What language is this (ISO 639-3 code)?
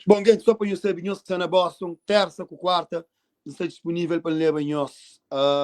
kea